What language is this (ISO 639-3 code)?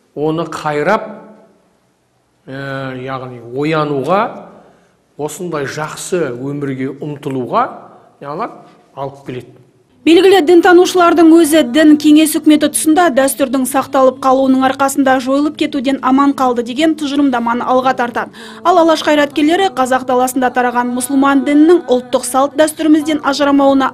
kaz